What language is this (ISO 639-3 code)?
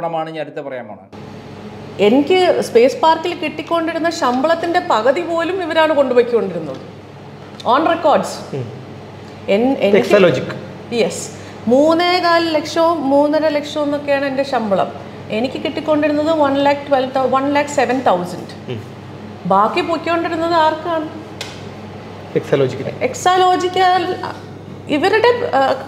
mal